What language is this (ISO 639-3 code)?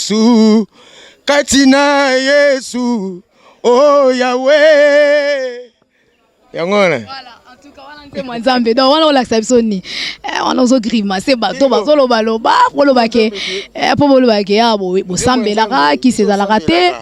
lin